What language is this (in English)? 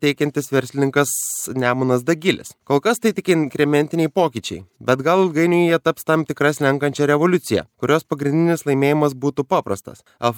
Lithuanian